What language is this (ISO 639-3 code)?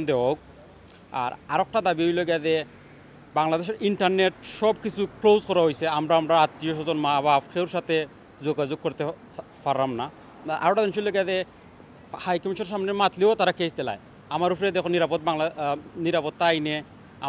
ben